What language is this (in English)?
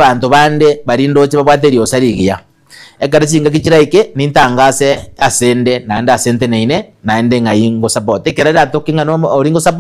Gusii